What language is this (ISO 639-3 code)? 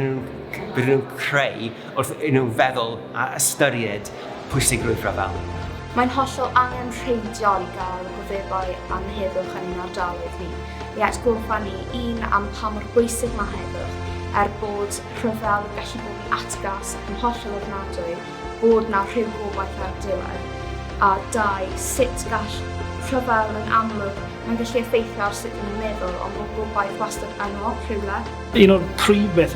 cym